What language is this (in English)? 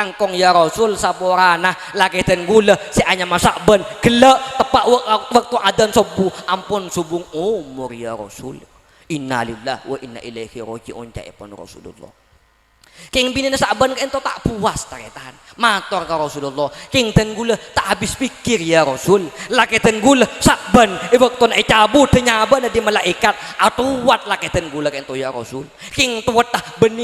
Madurese